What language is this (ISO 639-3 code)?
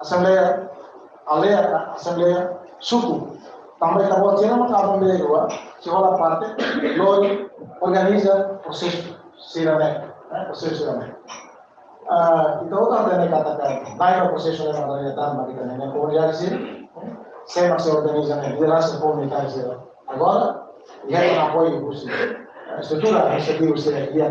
tet